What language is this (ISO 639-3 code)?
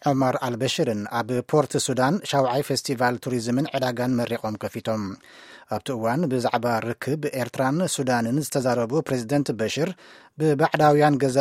tir